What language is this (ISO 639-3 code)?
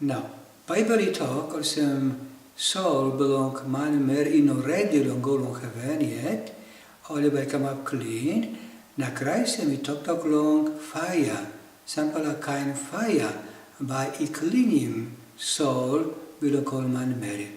tpi